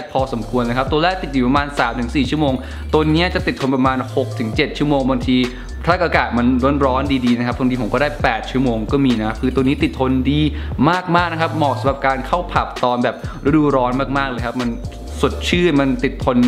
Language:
Thai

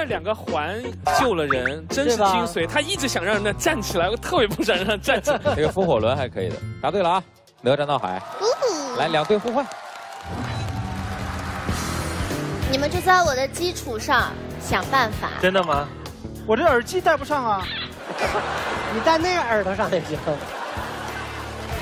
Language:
Chinese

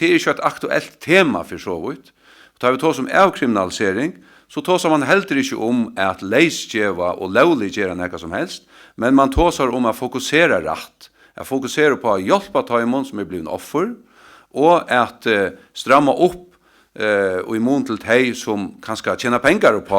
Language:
Faroese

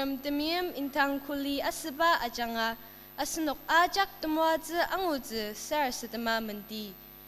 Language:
Ao Naga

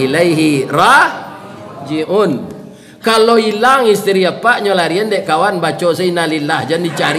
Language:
Minangkabau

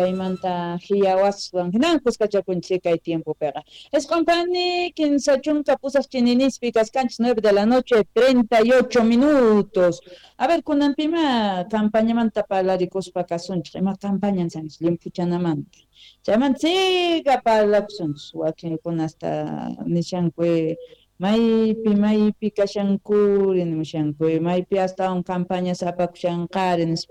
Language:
Quechua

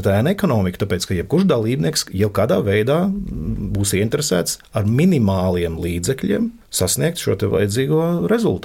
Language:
Latvian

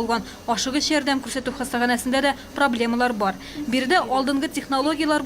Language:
Tatar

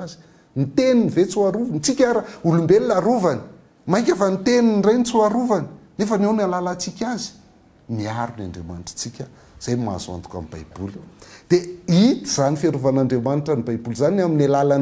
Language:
Malagasy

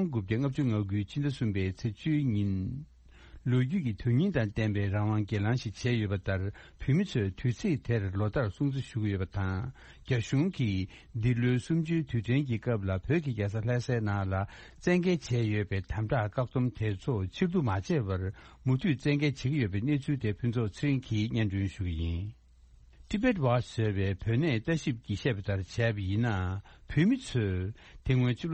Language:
Tibetan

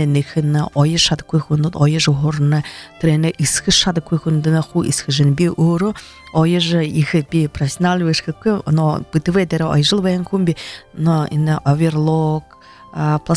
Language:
Buriat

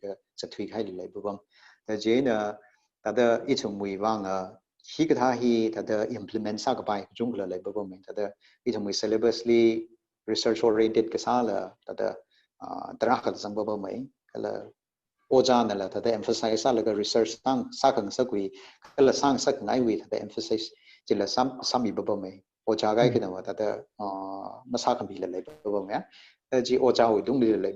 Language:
Tangkhul Naga (India)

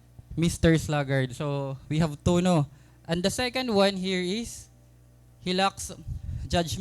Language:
Waray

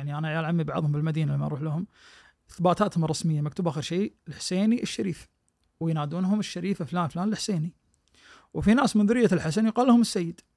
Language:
Najdi Arabic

